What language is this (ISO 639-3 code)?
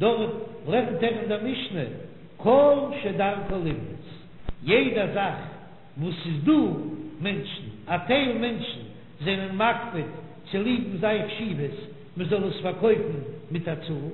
yid